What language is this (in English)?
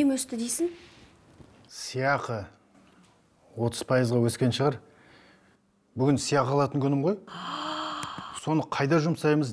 Kazakh